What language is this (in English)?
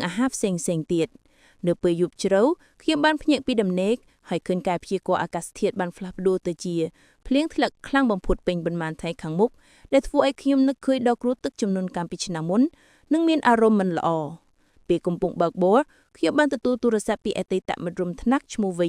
Khmer